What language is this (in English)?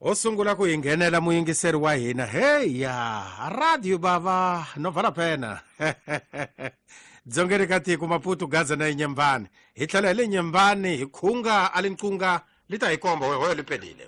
Tsonga